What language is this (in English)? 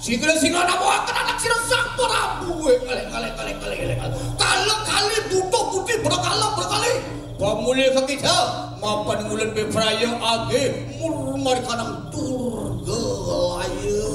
Balinese